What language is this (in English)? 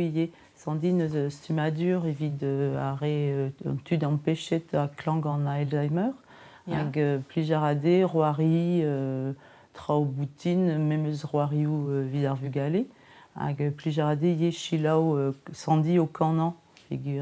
Breton